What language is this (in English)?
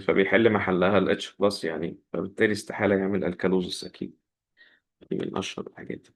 Egyptian Arabic